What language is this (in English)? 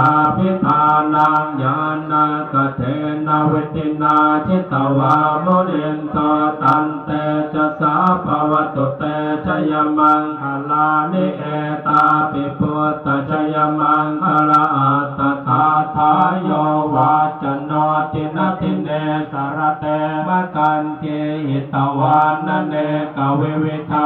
Pali